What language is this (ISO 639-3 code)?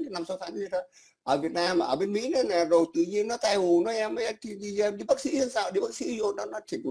vie